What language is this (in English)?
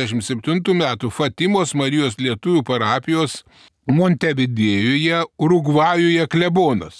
Lithuanian